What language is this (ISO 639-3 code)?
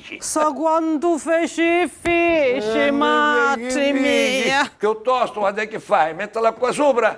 scn